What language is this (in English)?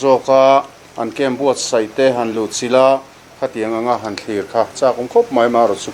Mizo